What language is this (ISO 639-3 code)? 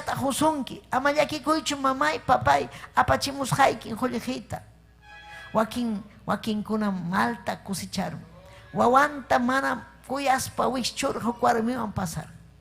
quy